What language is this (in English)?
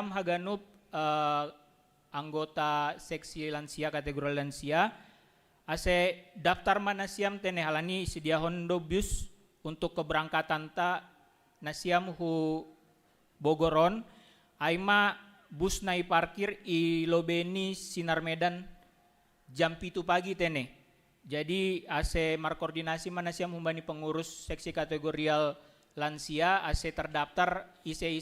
Batak Simalungun